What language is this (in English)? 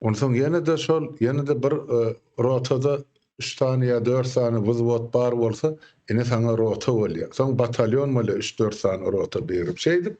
Turkmen